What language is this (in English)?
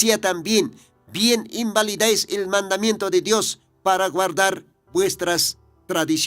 Aymara